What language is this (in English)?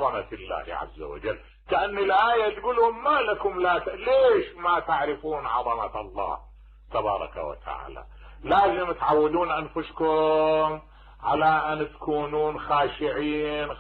Mesopotamian Arabic